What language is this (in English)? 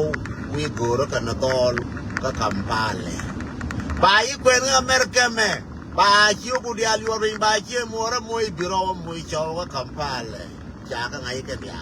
Nuer